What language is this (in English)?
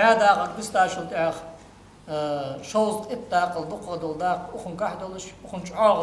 Ingush